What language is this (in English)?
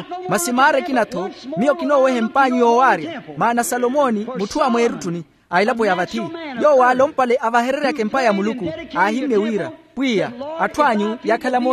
Makhuwa